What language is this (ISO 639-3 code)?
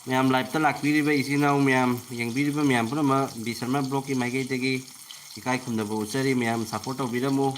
mni